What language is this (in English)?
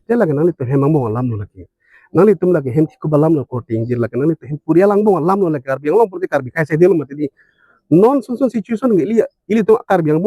Karbi